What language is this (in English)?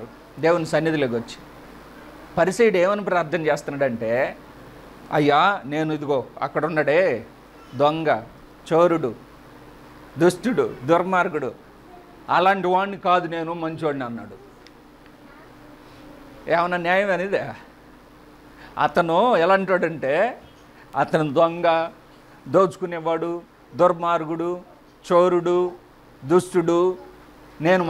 Telugu